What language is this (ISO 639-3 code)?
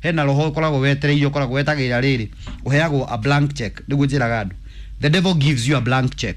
kik